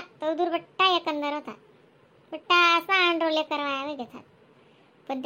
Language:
Khandesi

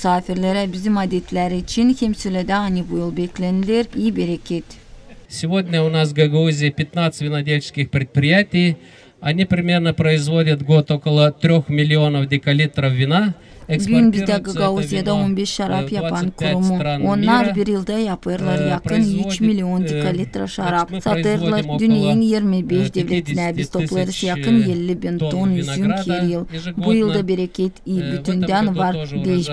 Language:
Gagauz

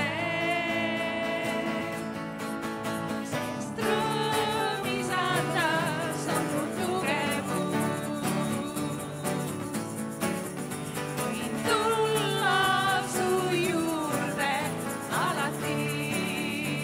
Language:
Estonian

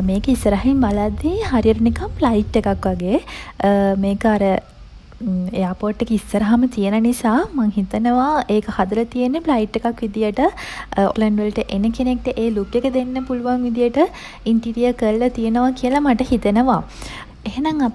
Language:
Sinhala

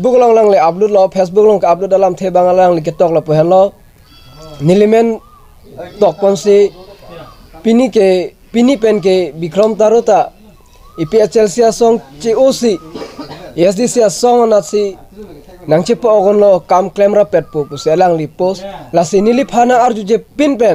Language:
Karbi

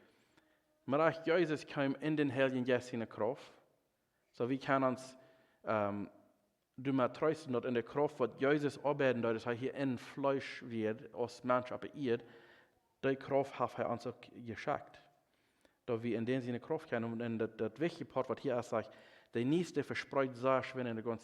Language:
Plautdietsch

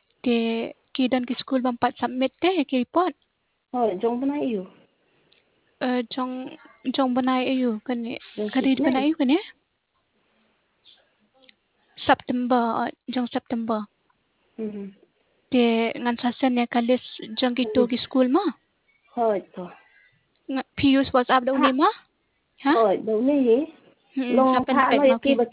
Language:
Khasi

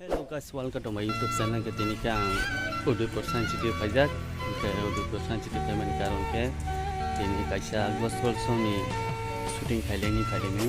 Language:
Kok Borok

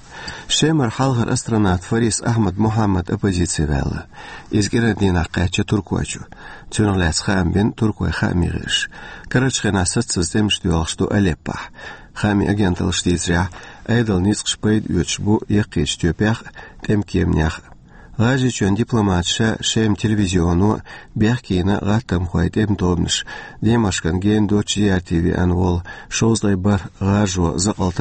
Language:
Chechen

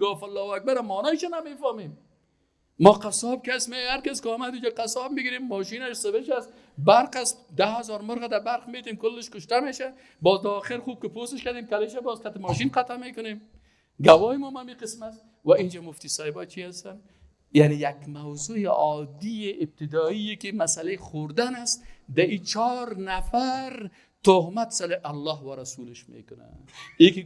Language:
Persian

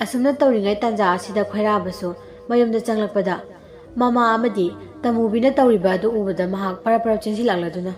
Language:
Manipuri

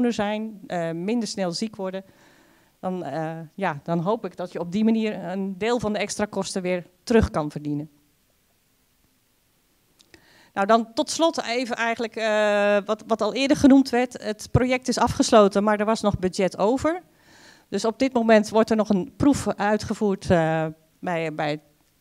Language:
Dutch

